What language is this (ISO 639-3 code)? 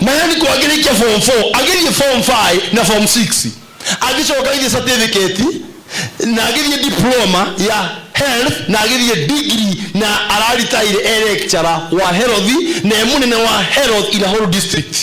kik